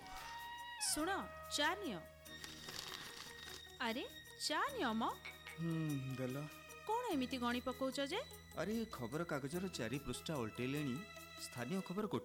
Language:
Odia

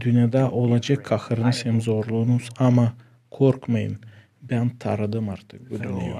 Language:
Gagauz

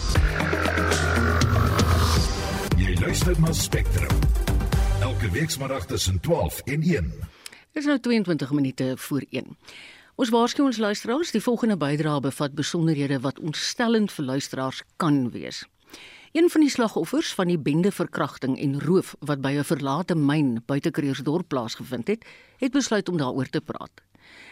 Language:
Afrikaans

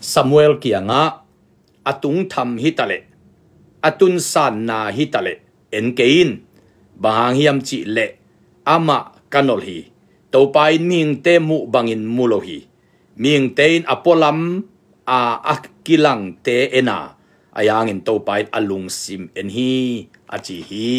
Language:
Tedim Chin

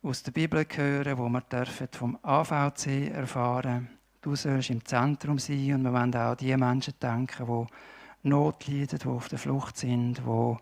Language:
Swiss German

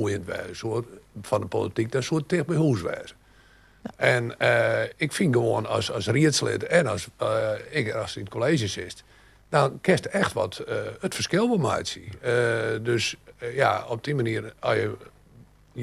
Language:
Western Frisian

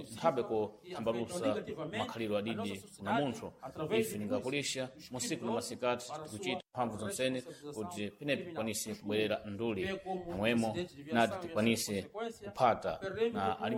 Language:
Sena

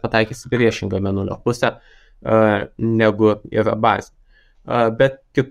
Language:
Lithuanian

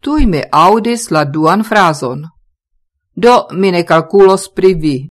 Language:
Esperanto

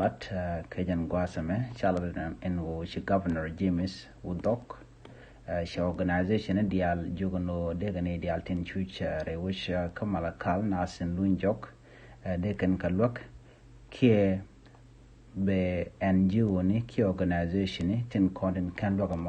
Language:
Nuer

